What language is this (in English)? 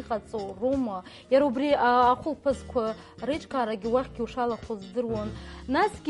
Abkhazian